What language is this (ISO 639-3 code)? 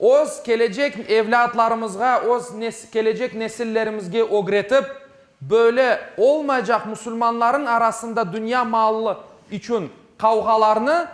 crh